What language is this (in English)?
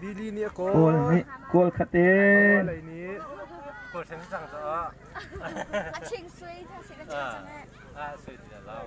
Hakha Chin